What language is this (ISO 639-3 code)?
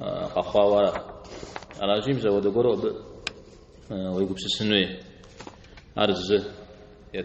kbd